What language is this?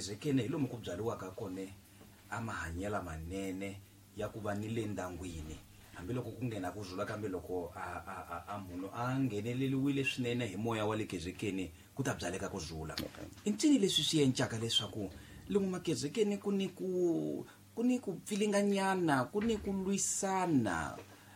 Tsonga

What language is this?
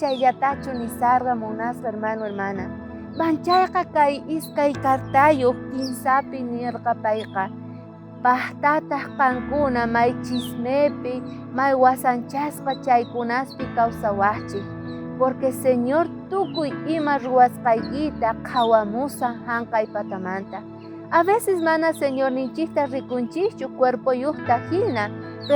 South Bolivian Quechua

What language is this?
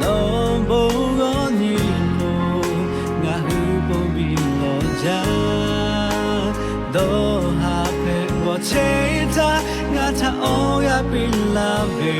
Lahu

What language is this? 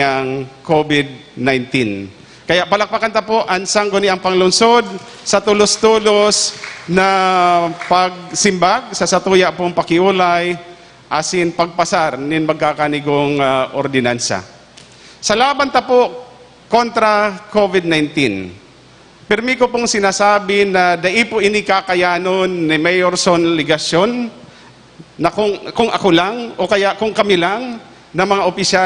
Bikol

